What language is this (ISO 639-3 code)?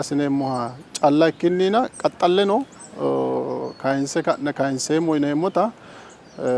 sid